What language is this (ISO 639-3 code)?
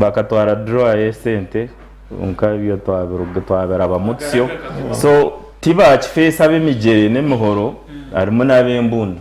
nyn